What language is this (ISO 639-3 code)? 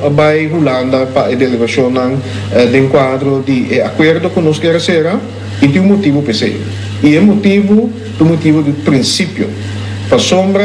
pap